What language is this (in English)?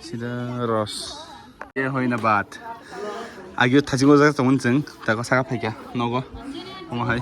Kok Borok